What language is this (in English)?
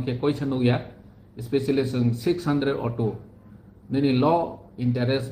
Riang (India)